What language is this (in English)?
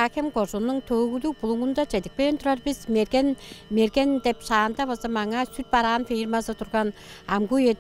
Tuvinian